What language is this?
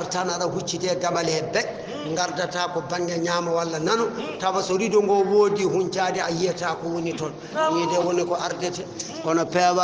Fula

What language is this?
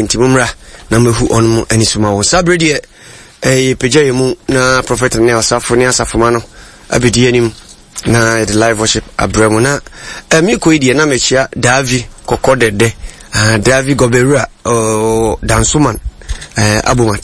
Akan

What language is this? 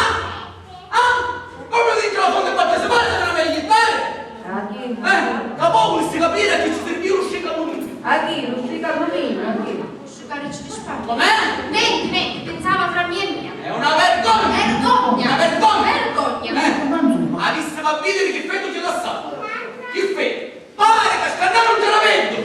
Sicilian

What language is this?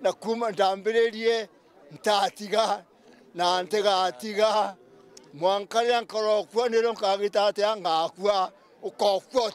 Meru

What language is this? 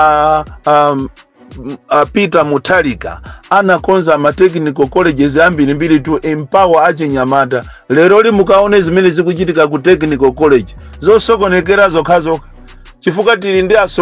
Nyanja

